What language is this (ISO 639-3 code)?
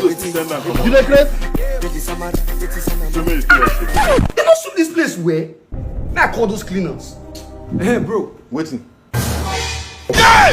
pcm